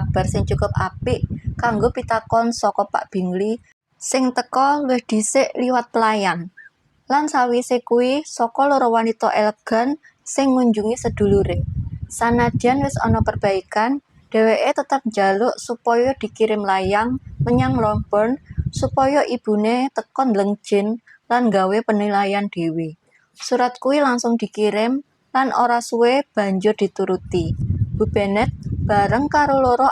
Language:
Javanese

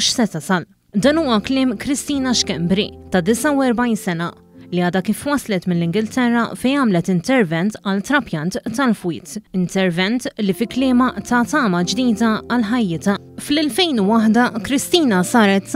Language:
Maltese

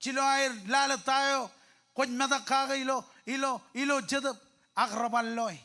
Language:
Marshallese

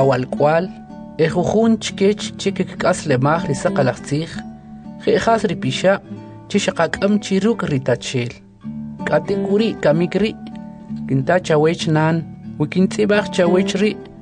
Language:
Kʼicheʼ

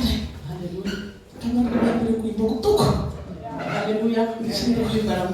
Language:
Venda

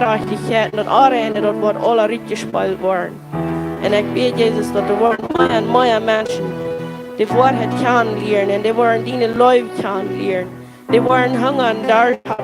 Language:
Plautdietsch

